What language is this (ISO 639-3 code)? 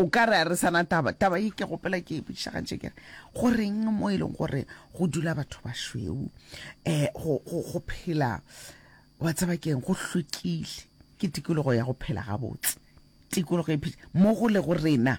nso